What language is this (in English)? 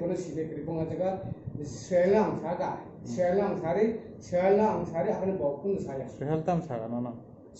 Kok Borok